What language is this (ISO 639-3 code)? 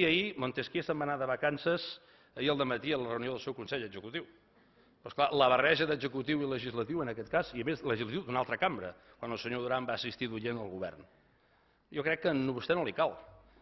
cat